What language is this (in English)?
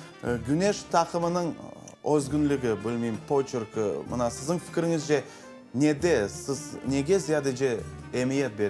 Crimean Tatar